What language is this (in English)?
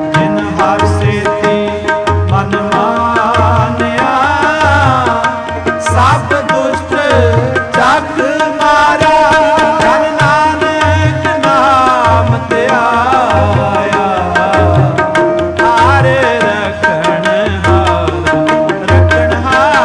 Punjabi